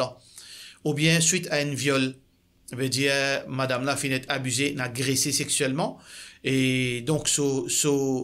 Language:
Morisyen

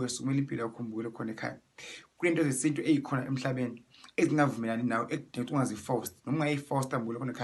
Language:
Zulu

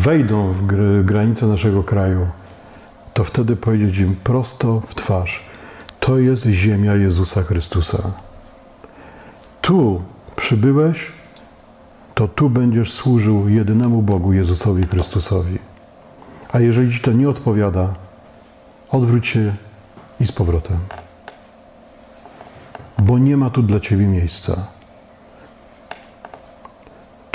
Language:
Polish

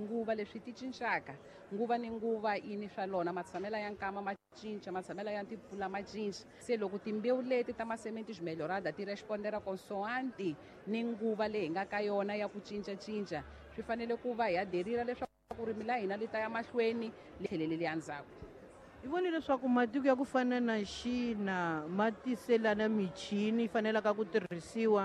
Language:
Tsonga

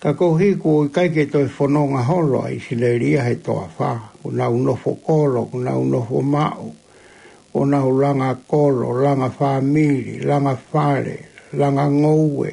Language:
Tongan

